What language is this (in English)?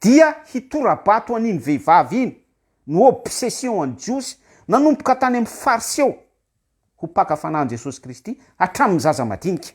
Malagasy